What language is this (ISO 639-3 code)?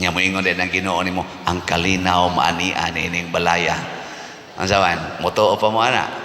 ceb